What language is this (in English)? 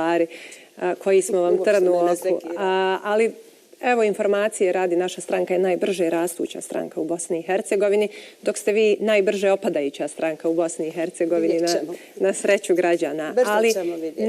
Bosnian